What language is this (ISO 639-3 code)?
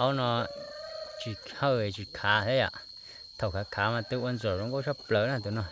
hmn